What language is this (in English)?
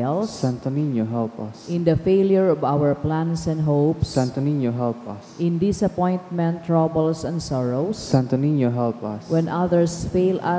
Bikol